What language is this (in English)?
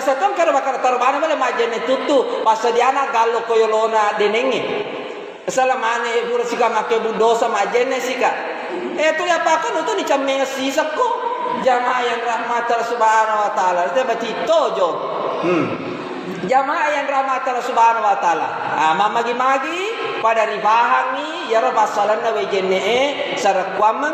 Buginese